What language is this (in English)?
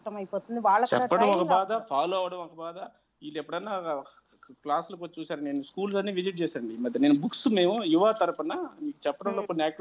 Telugu